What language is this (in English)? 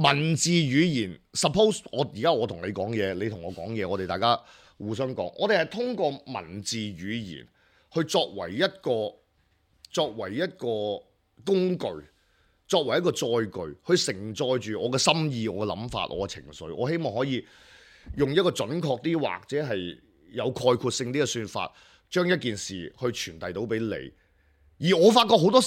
Cantonese